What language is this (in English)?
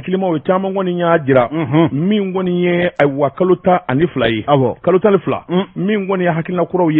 Bambara